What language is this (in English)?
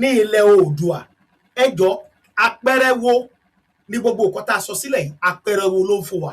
Yoruba